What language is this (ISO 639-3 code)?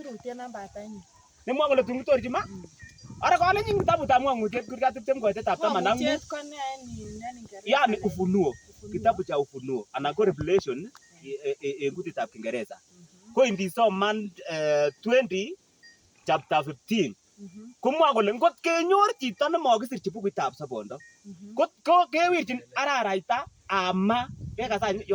kln